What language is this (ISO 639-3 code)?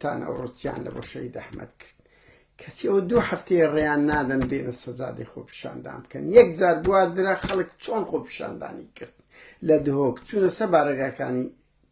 ckb